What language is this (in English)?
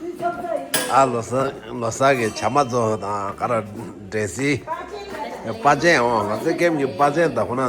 Tibetan